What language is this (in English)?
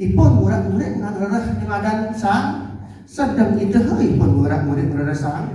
Balinese